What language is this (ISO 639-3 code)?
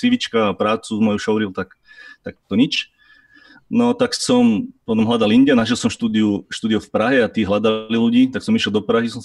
slk